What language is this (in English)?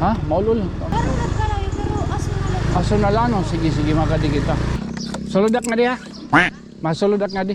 Waray